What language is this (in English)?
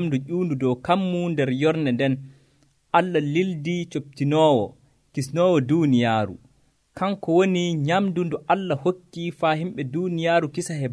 Nigerian Fulfulde